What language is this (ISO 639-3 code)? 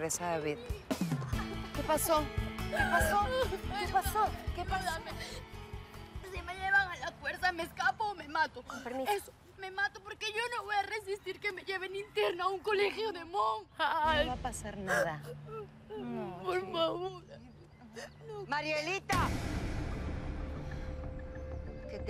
spa